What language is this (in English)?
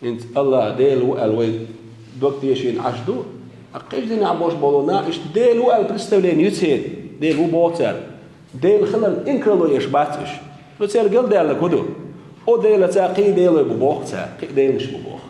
Chechen